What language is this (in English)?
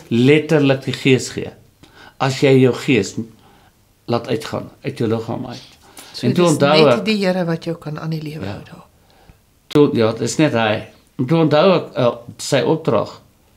Afrikaans